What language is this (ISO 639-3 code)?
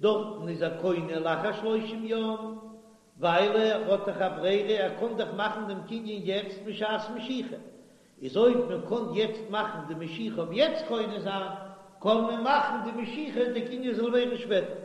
yid